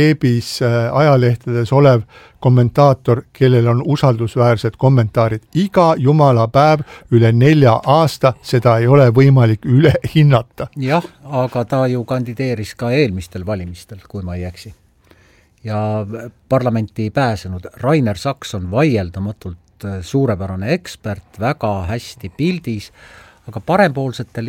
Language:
Estonian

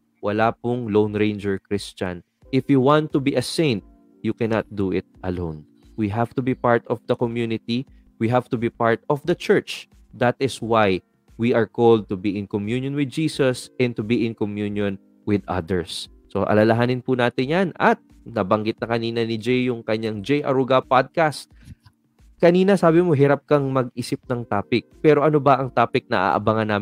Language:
Filipino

